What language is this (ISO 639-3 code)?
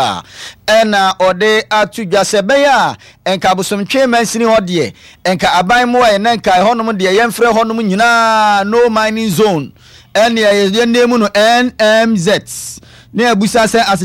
aka